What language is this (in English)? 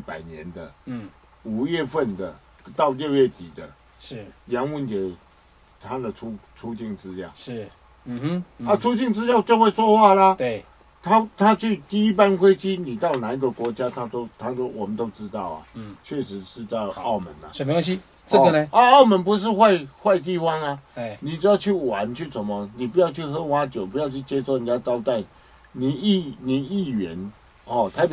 Chinese